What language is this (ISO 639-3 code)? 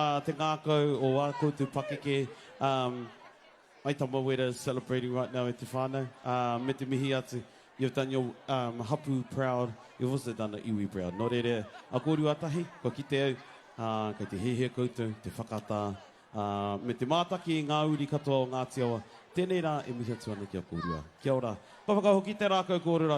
mri